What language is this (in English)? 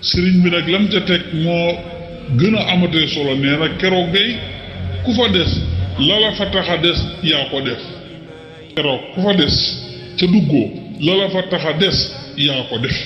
Wolof